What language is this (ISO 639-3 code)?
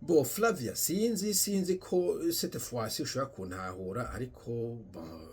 run